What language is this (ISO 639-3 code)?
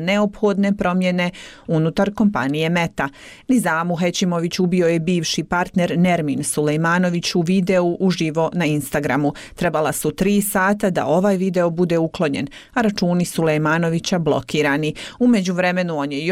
bos